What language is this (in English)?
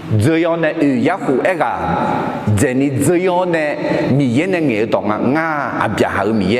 Akha